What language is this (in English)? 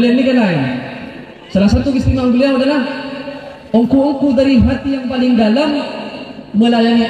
Madurese